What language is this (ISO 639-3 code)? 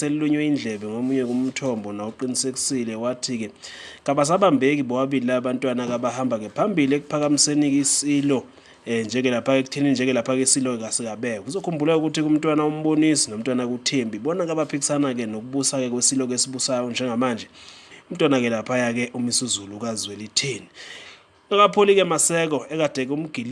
zul